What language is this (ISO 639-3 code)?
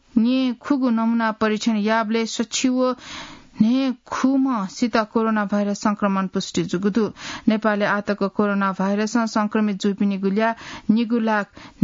new